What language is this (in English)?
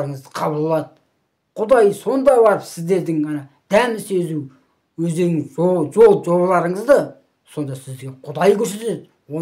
Kazakh